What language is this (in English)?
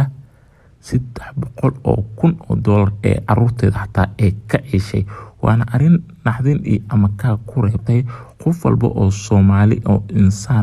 Somali